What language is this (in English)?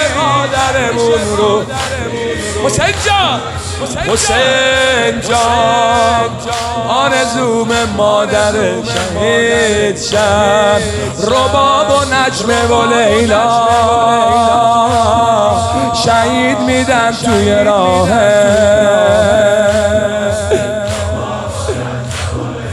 Persian